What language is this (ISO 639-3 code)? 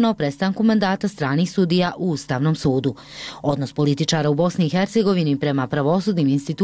hrv